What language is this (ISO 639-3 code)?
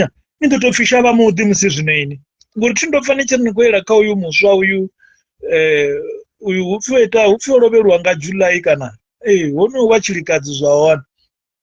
ven